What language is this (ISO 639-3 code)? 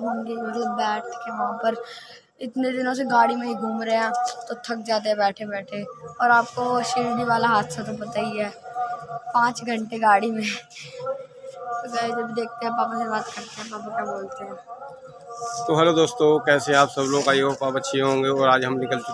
hin